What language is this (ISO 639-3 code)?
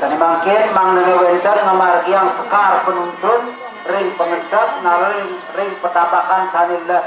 ban